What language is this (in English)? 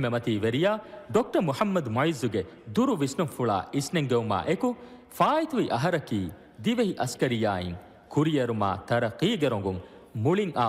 Divehi